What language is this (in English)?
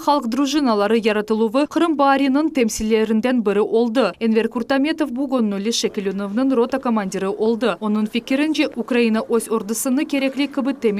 Crimean Tatar